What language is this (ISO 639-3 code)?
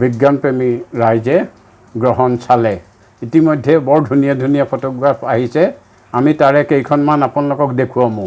asm